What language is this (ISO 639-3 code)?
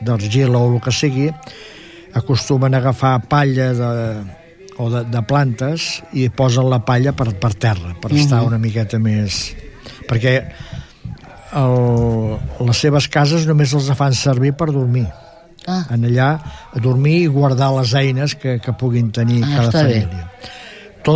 cat